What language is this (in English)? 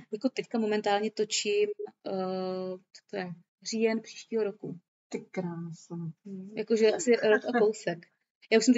Czech